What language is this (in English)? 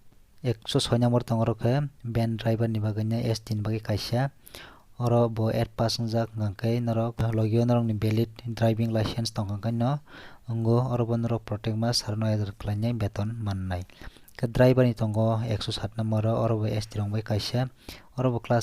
Kok Borok